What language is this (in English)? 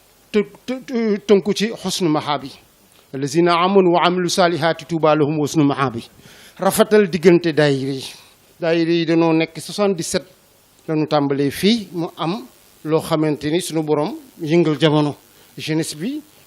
Wolof